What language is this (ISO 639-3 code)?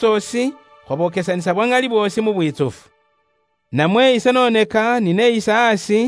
luy